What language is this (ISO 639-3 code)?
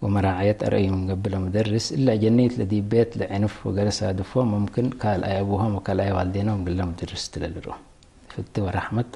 tig